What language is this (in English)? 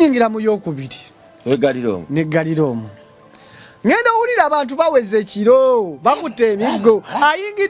Ganda